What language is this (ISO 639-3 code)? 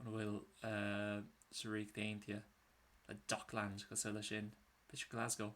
gle